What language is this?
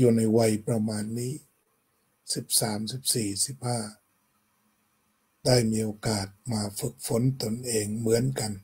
Thai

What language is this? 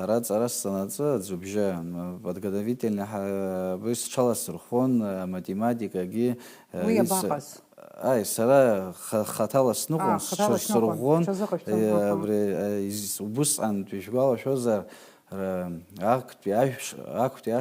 Abkhazian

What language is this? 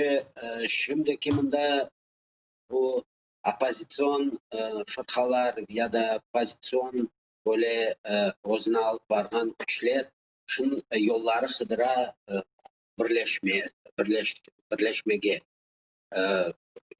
Crimean Tatar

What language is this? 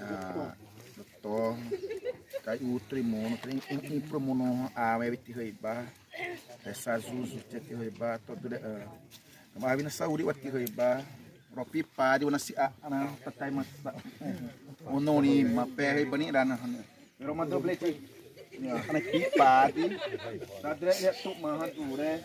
Xavánte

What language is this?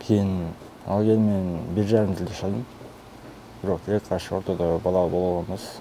Kyrgyz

